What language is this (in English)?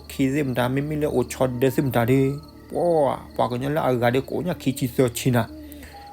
S'gaw Karen